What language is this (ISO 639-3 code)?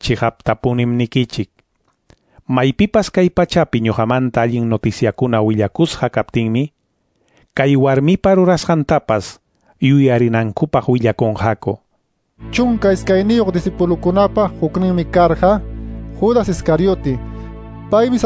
que